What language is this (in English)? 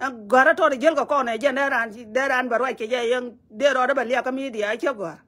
Nuer